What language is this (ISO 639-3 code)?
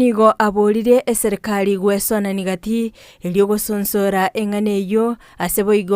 guz